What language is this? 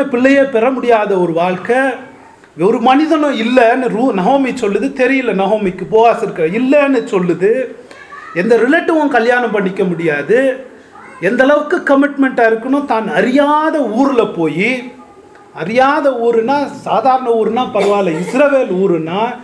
Tamil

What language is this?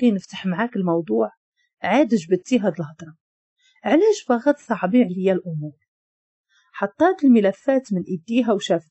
Moroccan Arabic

